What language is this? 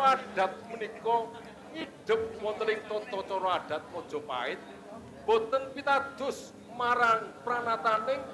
Javanese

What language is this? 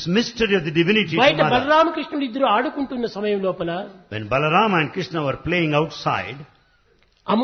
Telugu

